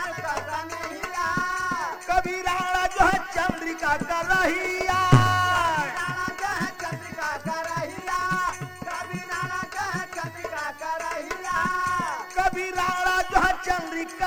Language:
Bhojpuri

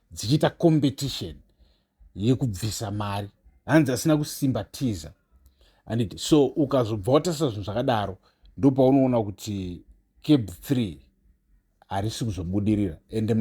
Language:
Shona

